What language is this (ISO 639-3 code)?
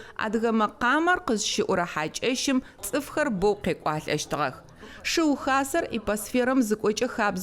ady